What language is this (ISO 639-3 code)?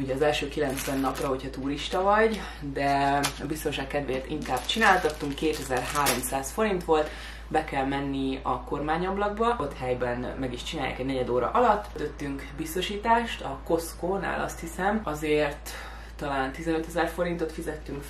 hun